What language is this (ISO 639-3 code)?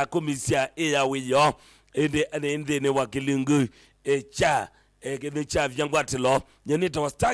kam